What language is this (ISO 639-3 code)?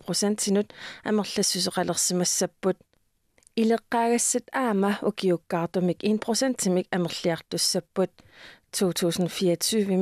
kal